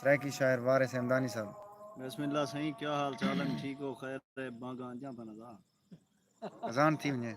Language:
Saraiki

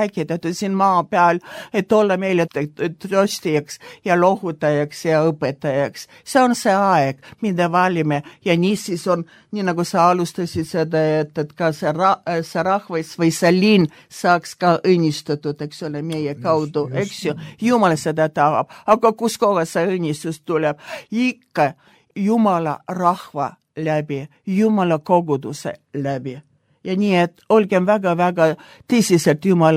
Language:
Estonian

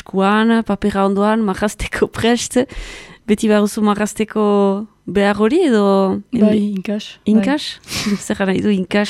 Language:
Basque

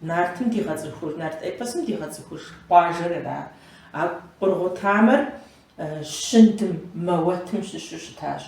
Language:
Kabardian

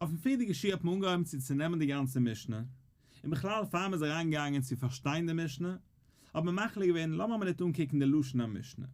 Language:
Yiddish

